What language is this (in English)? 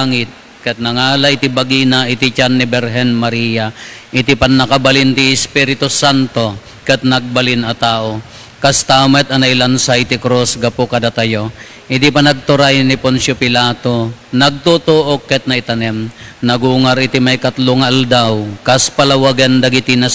Iloko